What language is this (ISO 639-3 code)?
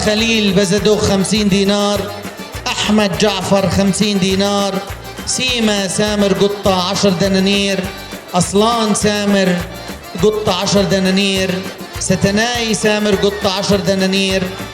apc